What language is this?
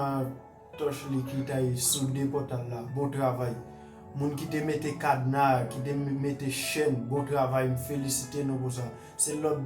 Haitian Creole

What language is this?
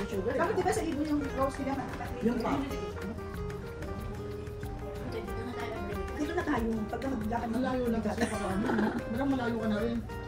Filipino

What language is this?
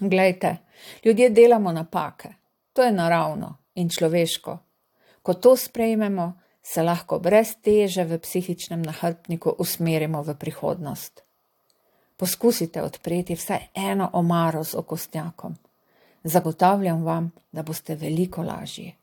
Slovenian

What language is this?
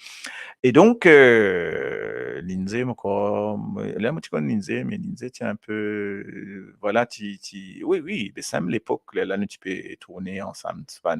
Morisyen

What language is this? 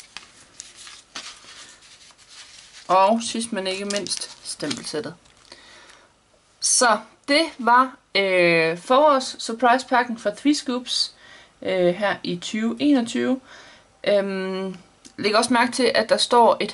Danish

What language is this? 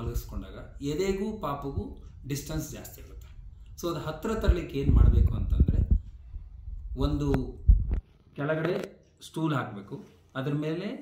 Kannada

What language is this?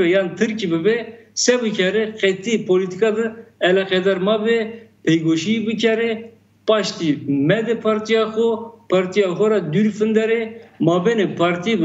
Zaza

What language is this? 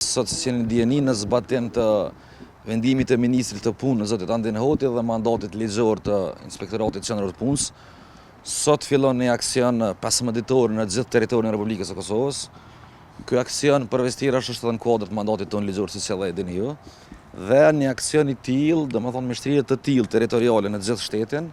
Albanian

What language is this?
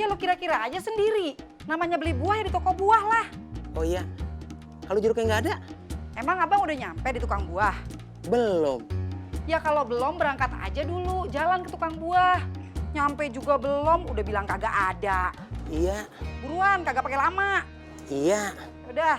Betawi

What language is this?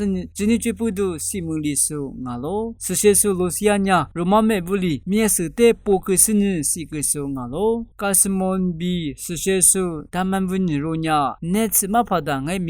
Lisu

